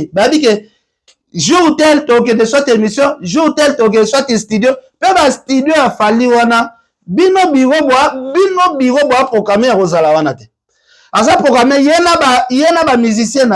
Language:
Lingala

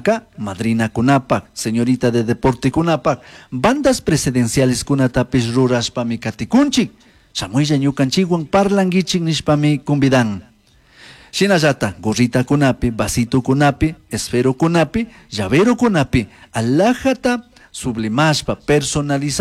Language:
Chimborazo Highland Quichua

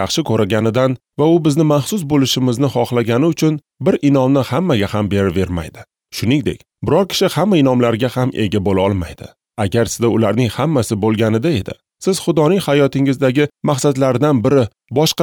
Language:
Uzbek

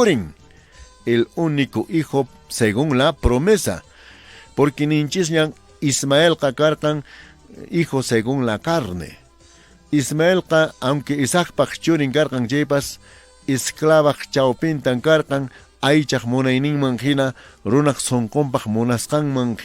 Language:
Quechua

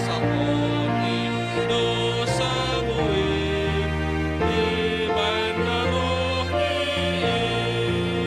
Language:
Batak Simalungun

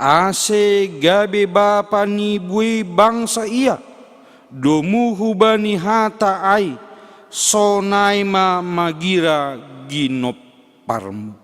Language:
Batak Simalungun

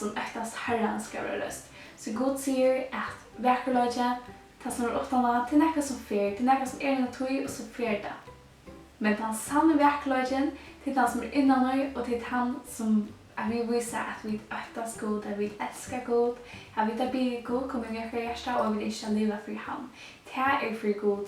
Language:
Faroese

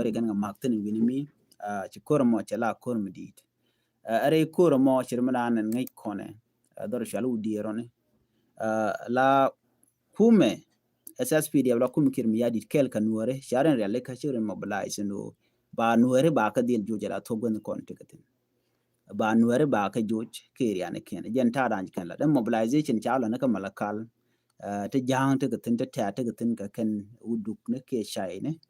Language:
Nuer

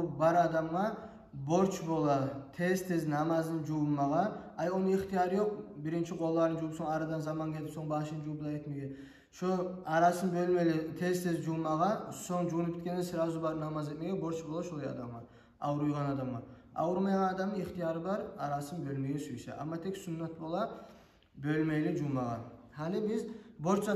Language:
Kumyk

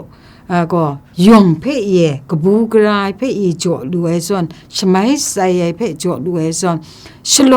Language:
Kachin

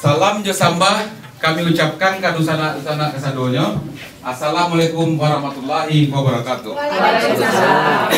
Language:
Minangkabau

